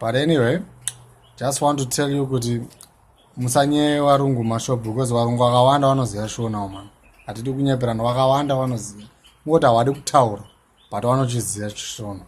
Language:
Shona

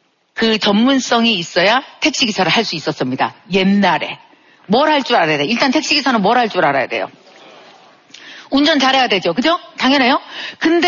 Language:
Korean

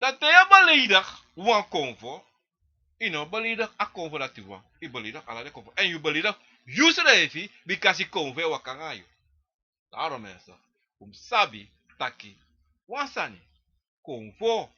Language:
Sranan Tongo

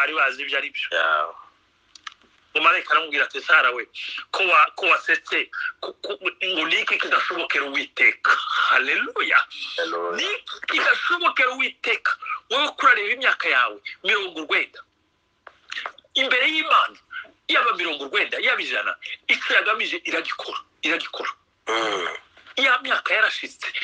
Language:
Kinyarwanda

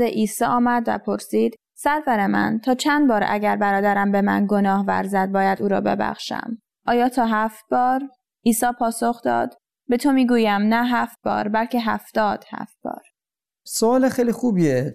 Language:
Persian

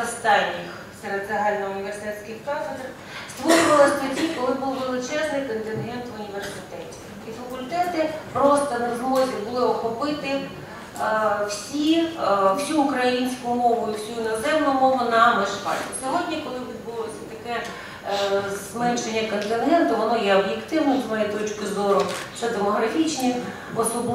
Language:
Ukrainian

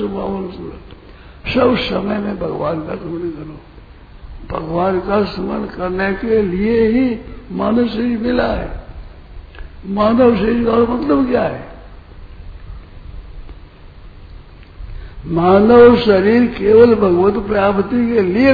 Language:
Hindi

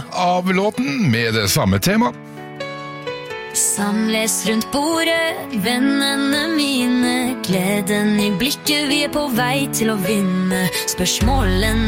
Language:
Norwegian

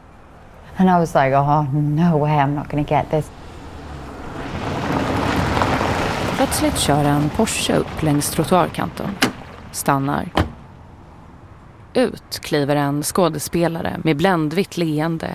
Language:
Swedish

